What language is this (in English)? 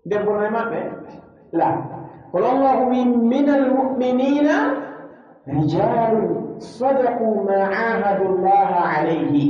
Pular